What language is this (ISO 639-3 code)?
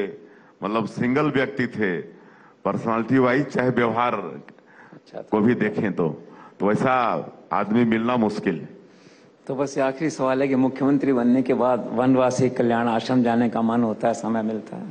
hin